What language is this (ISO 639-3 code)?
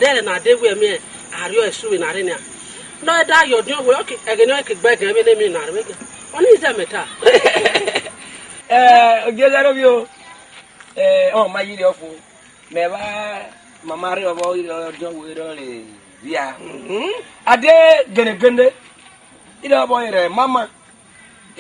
ish